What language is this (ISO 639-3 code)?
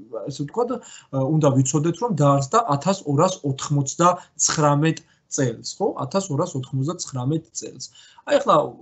kat